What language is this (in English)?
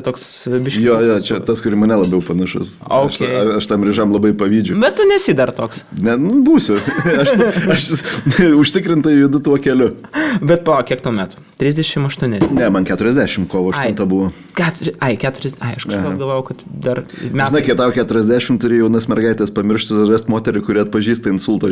Lithuanian